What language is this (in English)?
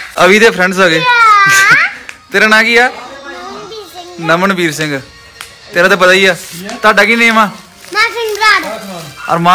Punjabi